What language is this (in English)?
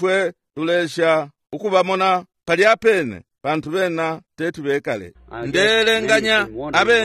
Bemba